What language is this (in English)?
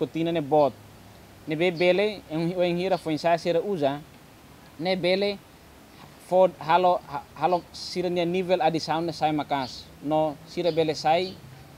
Tetum